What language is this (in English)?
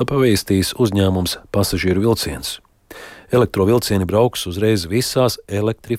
Latvian